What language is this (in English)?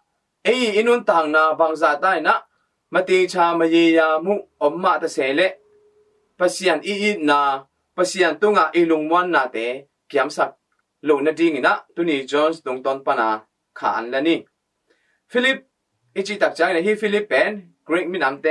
Tedim Chin